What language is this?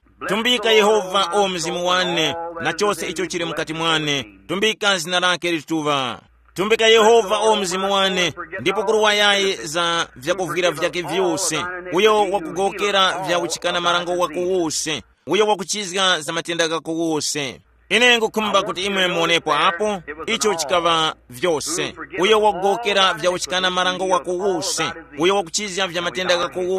Tumbuka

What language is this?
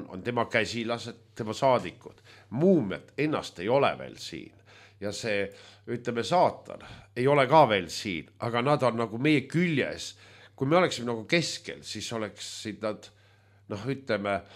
Estonian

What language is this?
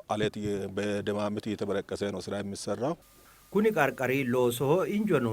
Sidamo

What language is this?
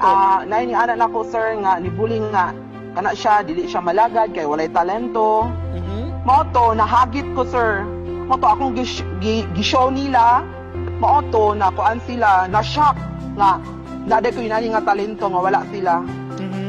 Cebuano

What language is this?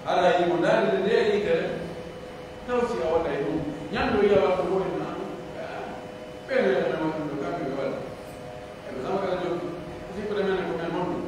Pular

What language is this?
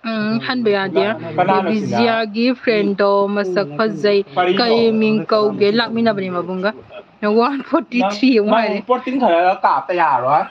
Manipuri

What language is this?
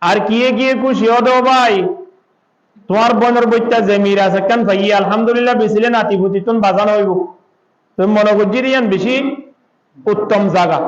Rohingya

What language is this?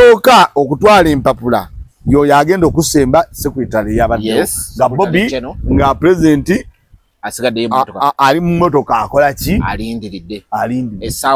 Ganda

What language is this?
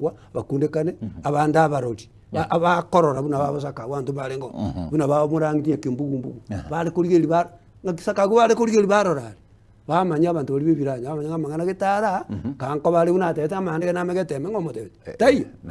Gusii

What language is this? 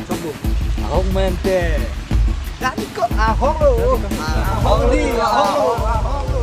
Karbi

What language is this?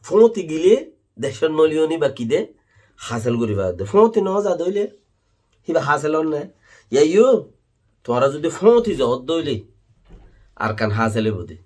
Rohingya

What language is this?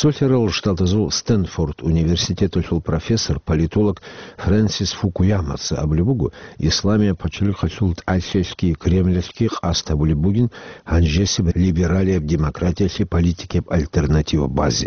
Avaric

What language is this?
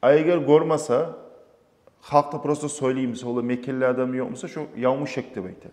Kumyk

